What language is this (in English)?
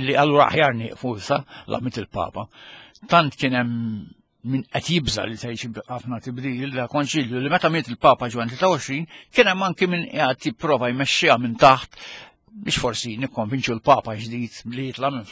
Maltese